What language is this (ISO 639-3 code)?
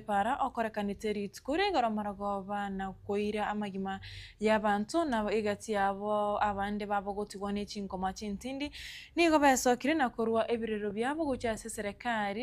guz